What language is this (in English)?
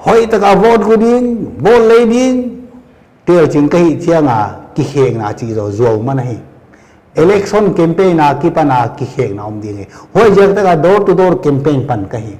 Paite Chin